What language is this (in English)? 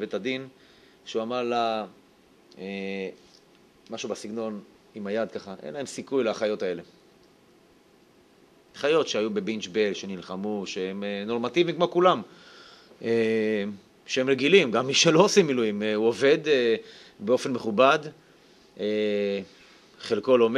Hebrew